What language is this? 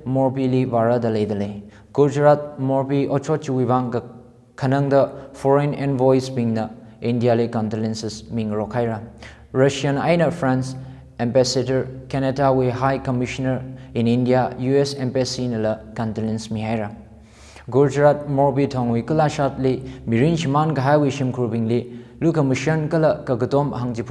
Tangkhul Naga (India)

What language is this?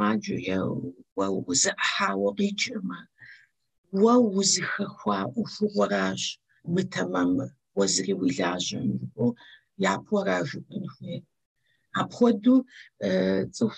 Kabardian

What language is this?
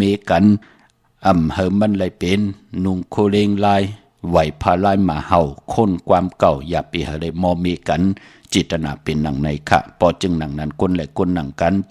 Shan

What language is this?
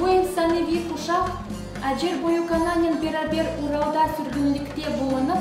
Crimean Tatar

